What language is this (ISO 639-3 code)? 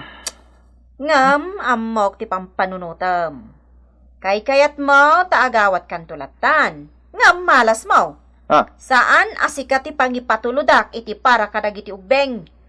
ilo